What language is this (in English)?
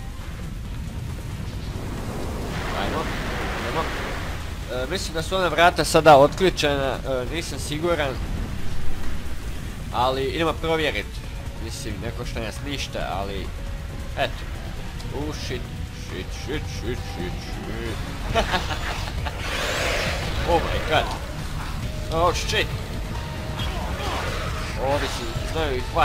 Croatian